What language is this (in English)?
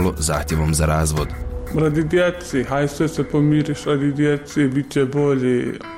Bosnian